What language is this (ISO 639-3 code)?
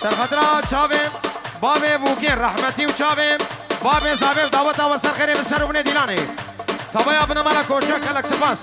kur